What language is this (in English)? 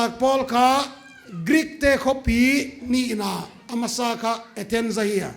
Paite Chin